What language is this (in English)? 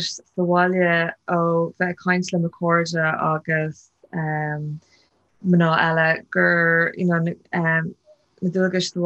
Irish